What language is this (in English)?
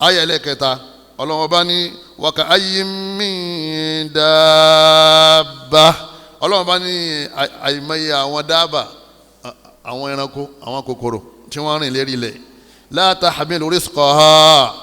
Yoruba